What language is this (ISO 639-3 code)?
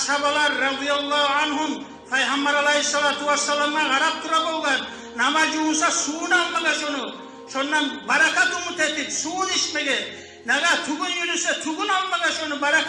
kum